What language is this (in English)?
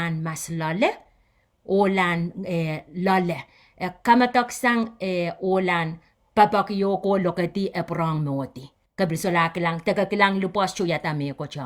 Pohnpeian